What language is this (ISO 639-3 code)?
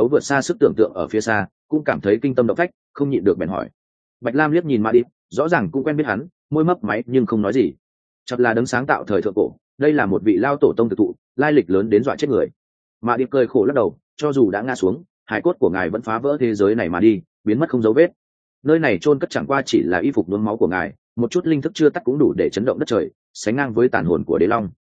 vie